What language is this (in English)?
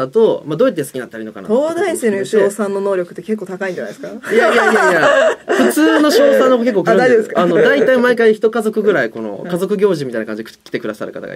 Japanese